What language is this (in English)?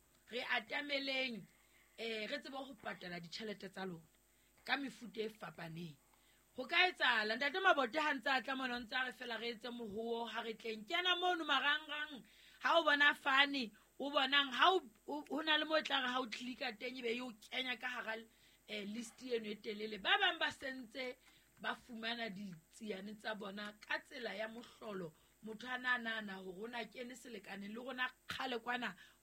Southern Sotho